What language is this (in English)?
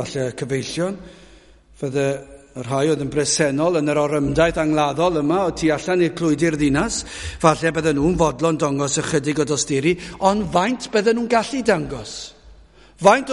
Welsh